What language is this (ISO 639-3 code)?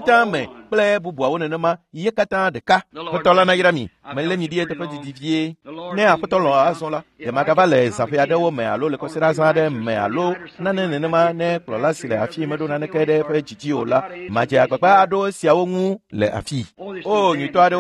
ewe